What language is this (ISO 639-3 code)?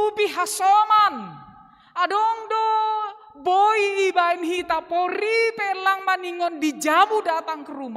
bts